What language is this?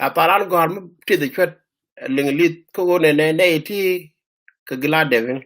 Nuer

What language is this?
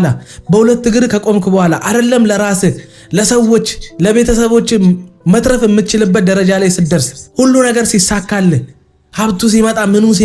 Amharic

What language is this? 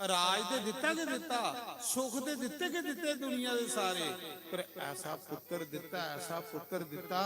Dogri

